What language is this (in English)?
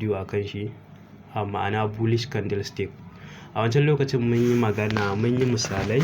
Hausa